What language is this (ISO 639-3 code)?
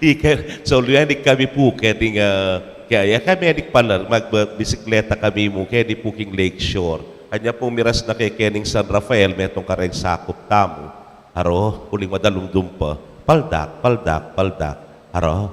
pam